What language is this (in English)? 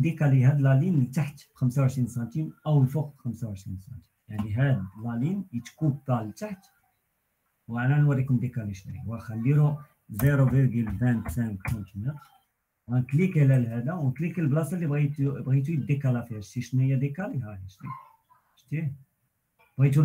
Moroccan Arabic